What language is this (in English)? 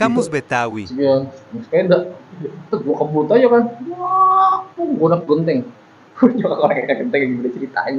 Betawi